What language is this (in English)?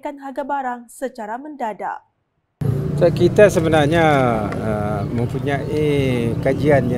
Malay